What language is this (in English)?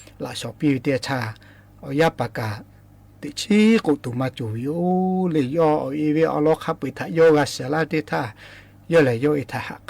Lahu